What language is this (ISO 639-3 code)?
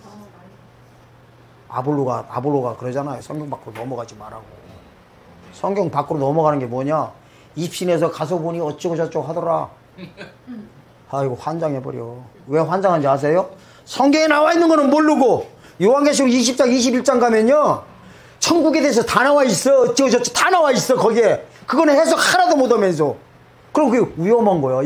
kor